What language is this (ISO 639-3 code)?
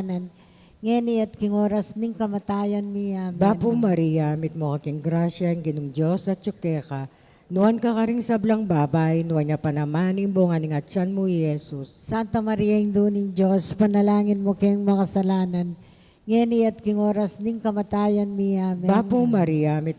pam